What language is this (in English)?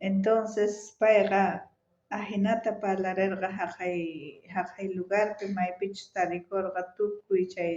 South Bolivian Quechua